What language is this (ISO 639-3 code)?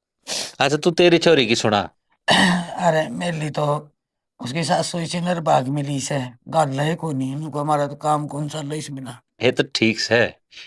bgc